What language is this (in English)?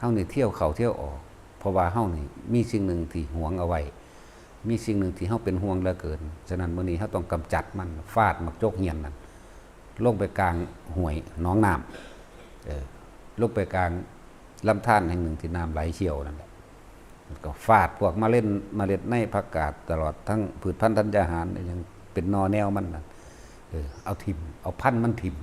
Lao